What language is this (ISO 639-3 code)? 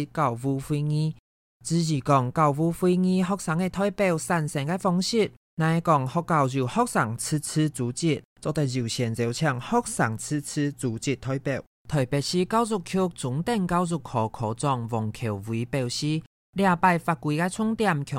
hak